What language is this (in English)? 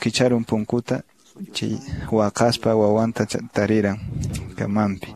Quechua